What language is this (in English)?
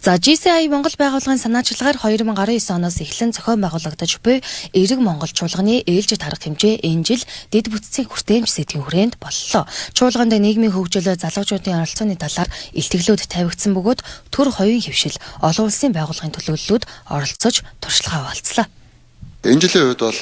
Mongolian